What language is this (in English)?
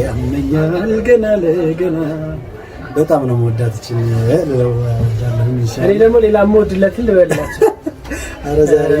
Amharic